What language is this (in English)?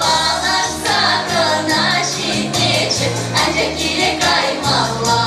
Chuvash